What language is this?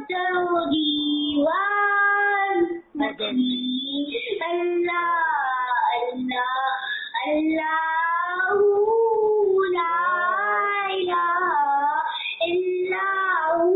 Urdu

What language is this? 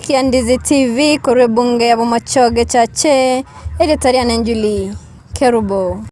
Gusii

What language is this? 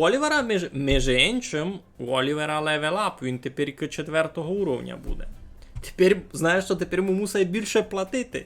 Rusyn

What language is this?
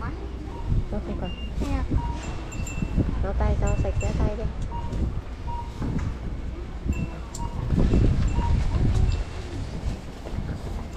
Vietnamese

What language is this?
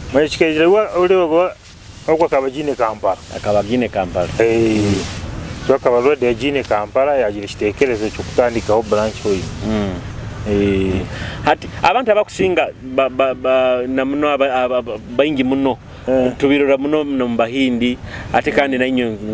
Nyoro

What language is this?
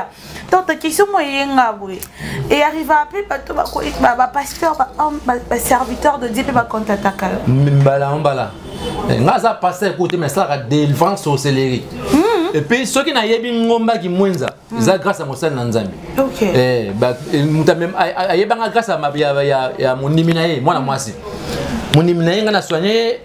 Lingala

